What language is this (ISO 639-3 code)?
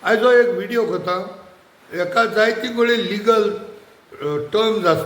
kok